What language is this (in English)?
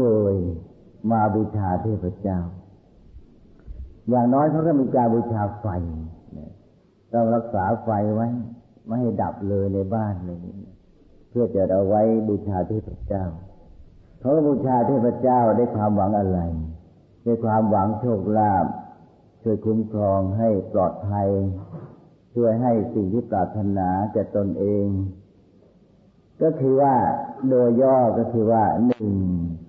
Thai